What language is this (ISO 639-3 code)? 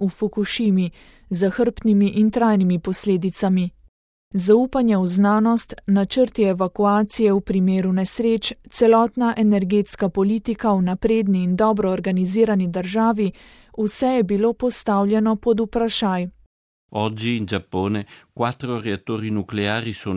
slv